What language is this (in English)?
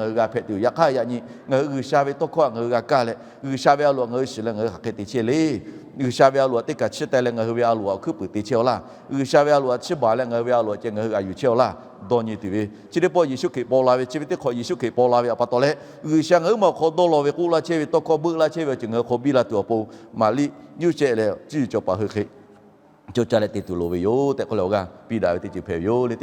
Lahu